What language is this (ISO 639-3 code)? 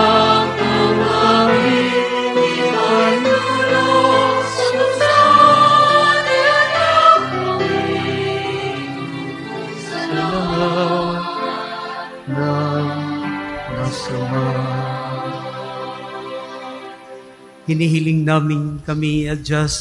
fil